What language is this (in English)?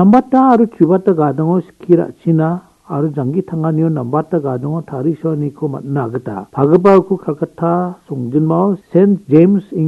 Garo